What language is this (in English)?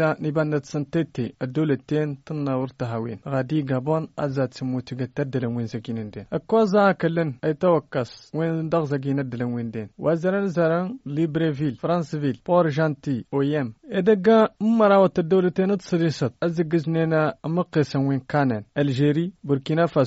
Tamasheq